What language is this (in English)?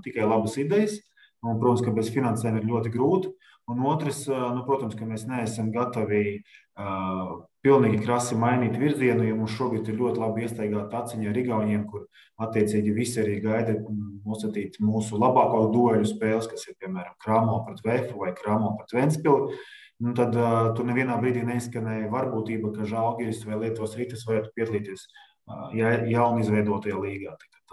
Latvian